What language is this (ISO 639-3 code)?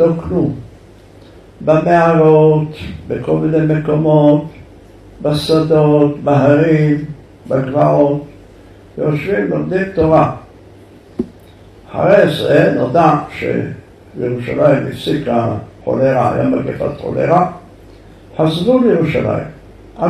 heb